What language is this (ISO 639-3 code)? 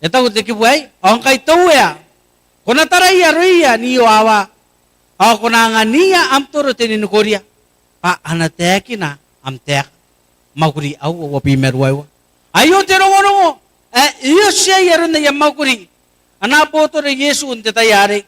gil